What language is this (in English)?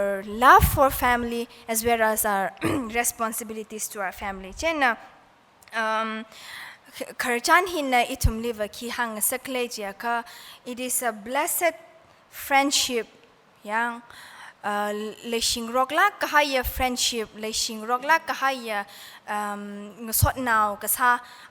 Tangkhul Naga (India)